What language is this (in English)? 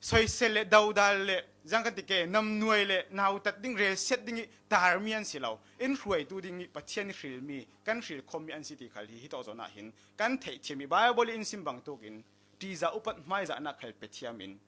Falam Chin